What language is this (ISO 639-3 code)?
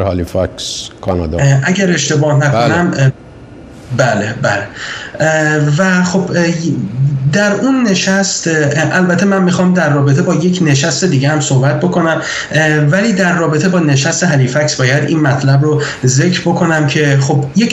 fas